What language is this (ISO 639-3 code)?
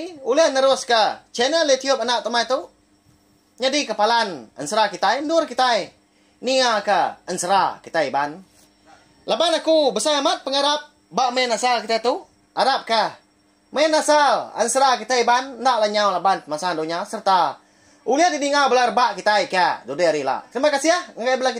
iba